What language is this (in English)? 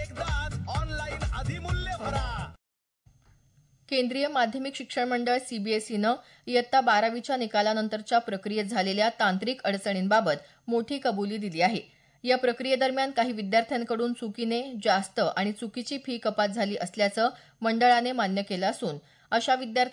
Marathi